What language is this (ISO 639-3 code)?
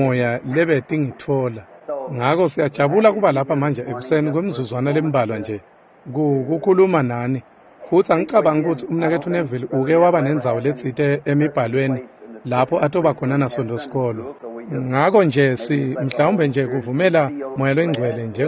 ssw